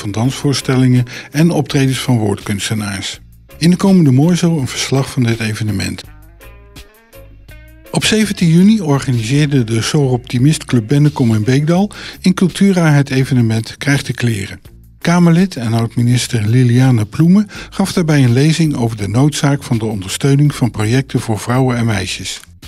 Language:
Dutch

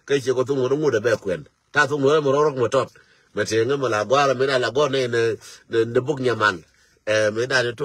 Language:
Nuer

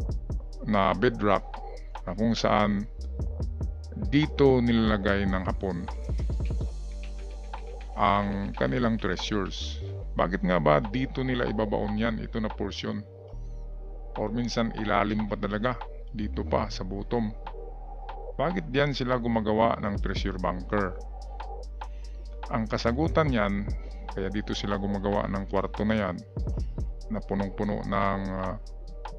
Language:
Filipino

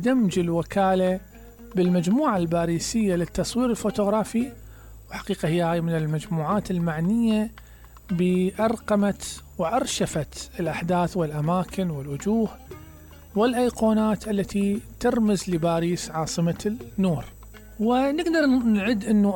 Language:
Mesopotamian Arabic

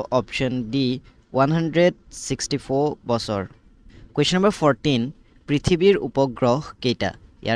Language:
Assamese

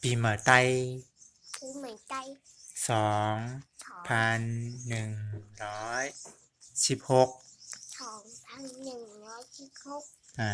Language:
Shan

